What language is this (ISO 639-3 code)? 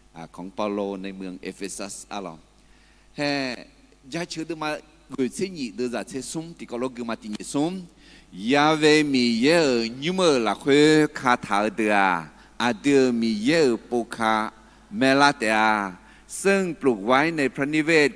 ahk